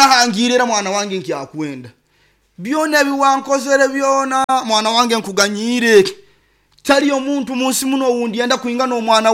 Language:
Nyoro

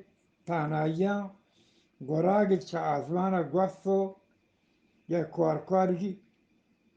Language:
Eastern Balochi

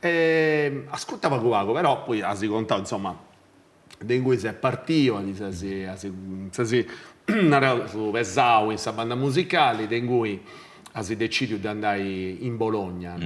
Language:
Sardinian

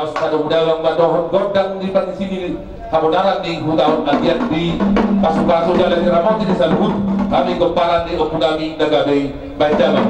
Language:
Batak Toba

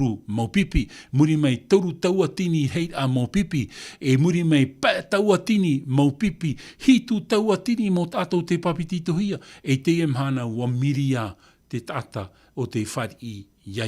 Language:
Tahitian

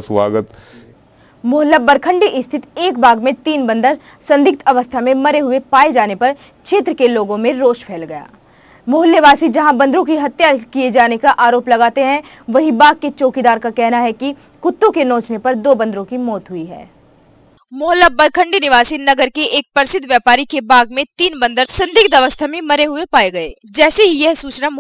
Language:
Hindi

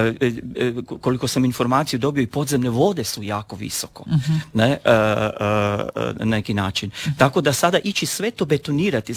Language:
Croatian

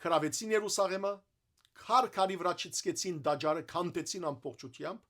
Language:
Western Armenian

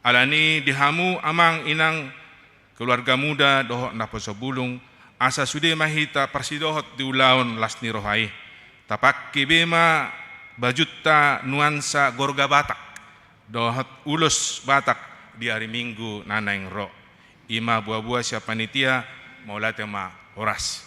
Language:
Batak Toba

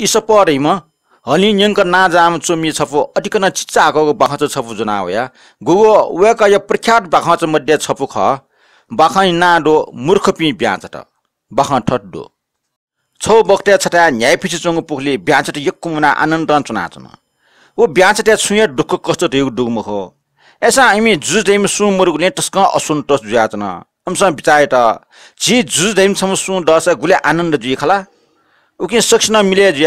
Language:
Newari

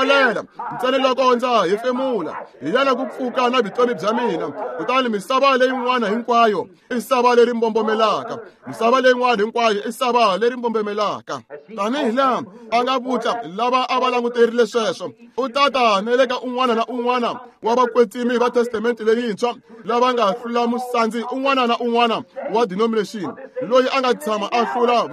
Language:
Tsonga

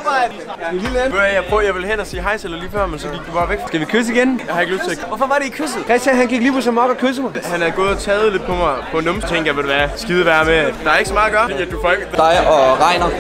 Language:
Danish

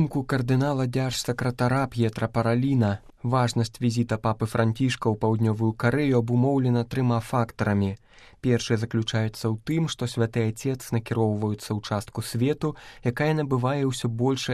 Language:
Belarusian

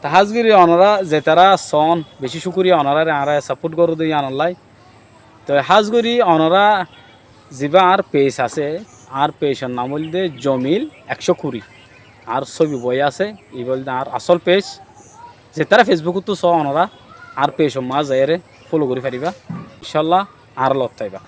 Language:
Rohingya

